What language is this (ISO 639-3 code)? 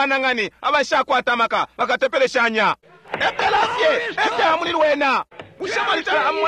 bem